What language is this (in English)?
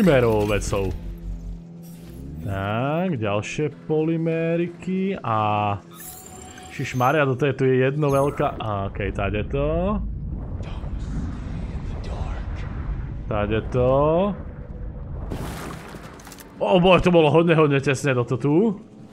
Slovak